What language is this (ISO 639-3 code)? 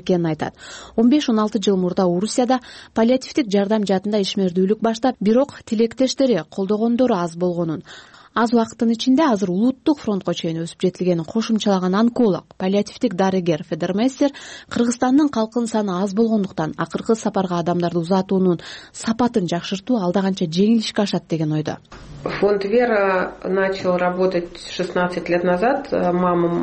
kir